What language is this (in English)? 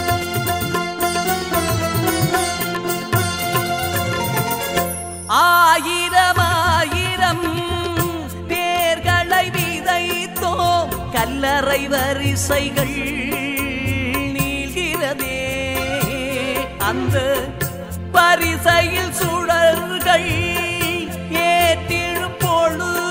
Tamil